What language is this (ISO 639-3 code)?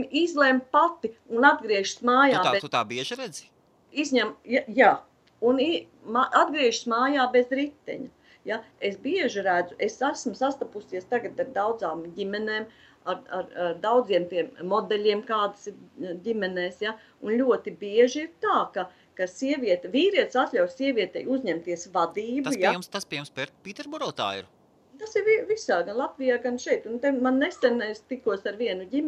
lav